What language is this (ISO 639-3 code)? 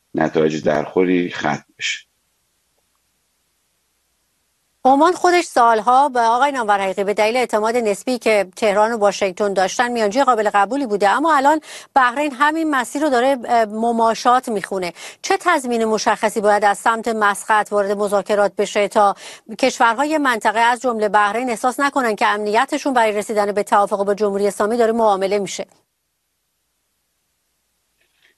fas